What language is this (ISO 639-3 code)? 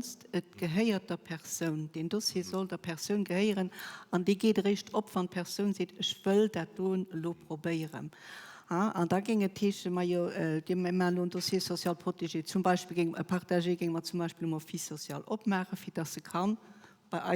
ltz